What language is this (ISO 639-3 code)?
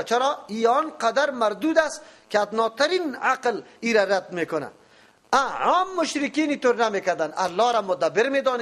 fas